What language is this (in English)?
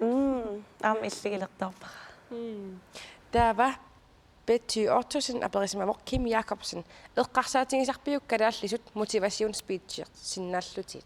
Kalaallisut